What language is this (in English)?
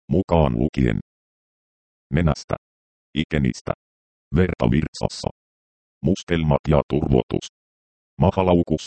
Finnish